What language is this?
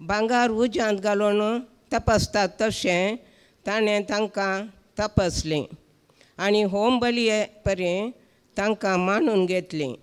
Konkani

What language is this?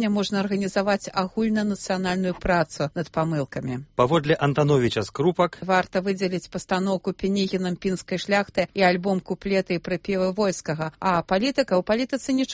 Belarusian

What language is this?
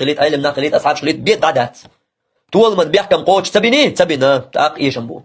Chechen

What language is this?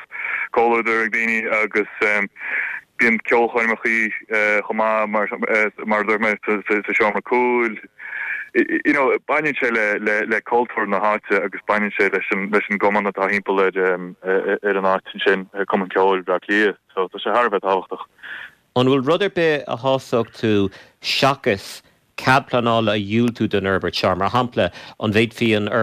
Irish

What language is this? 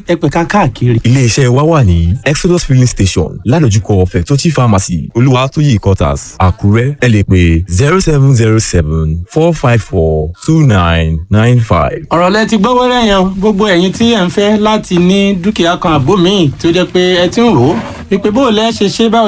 Yoruba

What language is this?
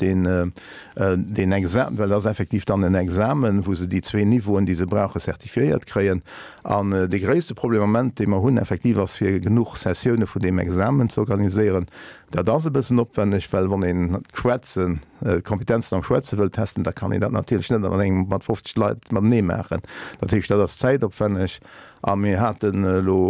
Luxembourgish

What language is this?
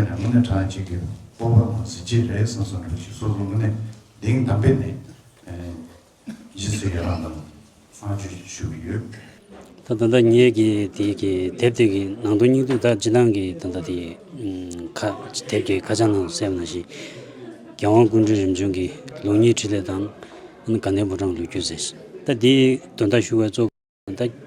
Tibetan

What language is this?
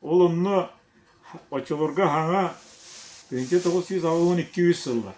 Yakut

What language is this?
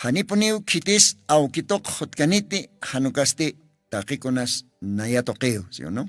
Aymara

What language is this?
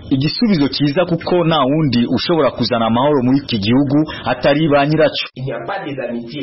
Kinyarwanda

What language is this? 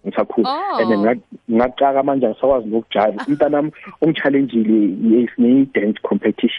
South Ndebele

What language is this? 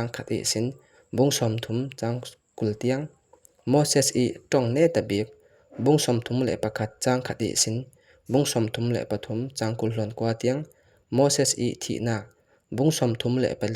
Falam Chin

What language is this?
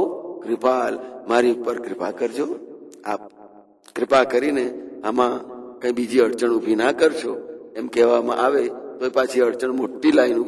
Gujarati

